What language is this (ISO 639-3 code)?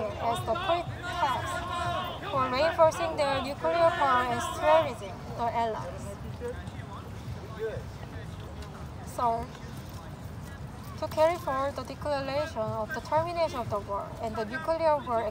eng